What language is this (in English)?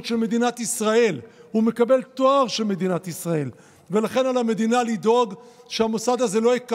Hebrew